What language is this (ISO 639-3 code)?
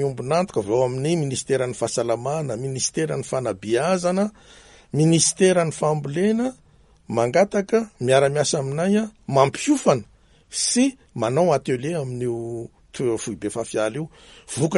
mlg